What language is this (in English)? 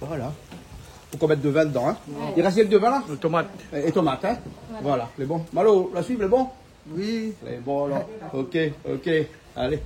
Réunion Creole French